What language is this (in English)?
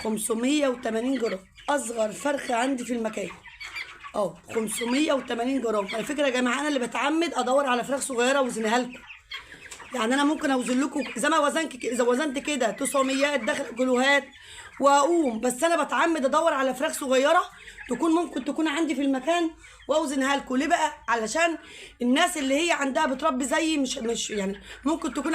Egyptian Arabic